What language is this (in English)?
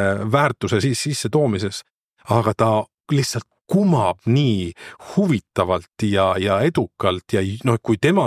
Estonian